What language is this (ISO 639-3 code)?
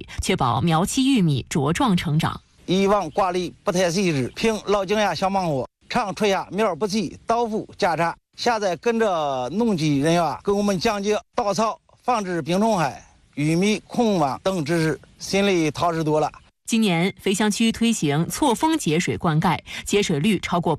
zho